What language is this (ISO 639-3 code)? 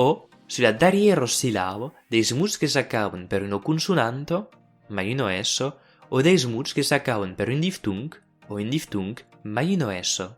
oci